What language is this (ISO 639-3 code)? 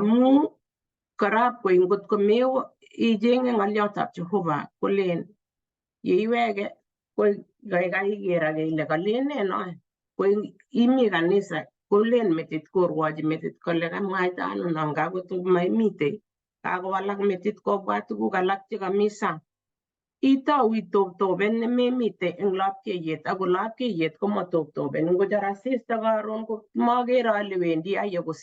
kln